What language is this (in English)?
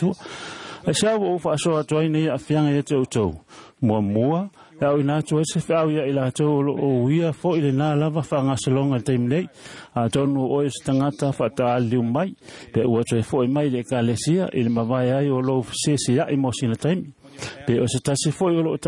Samoan